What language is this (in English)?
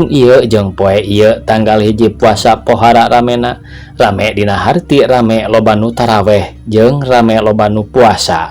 Sundanese